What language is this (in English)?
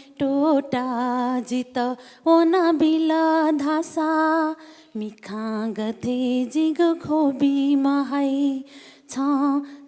Newari